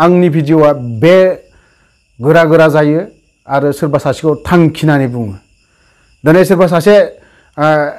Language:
Bodo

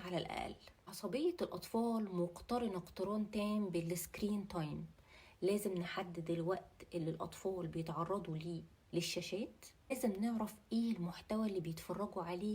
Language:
Egyptian Arabic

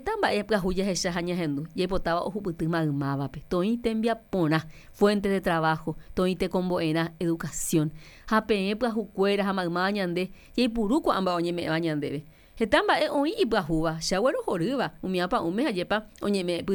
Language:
Guarani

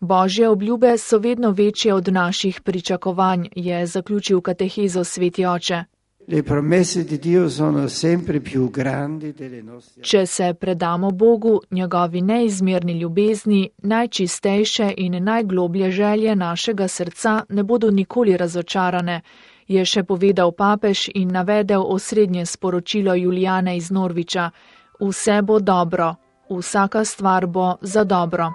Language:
Slovenian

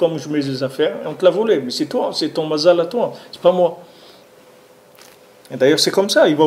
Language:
French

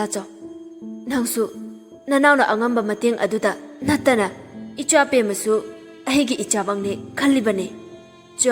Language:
Manipuri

